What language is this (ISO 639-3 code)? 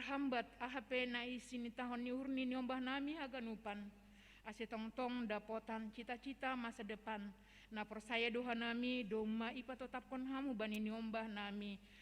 bts